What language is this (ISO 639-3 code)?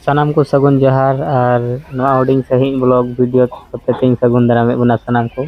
sat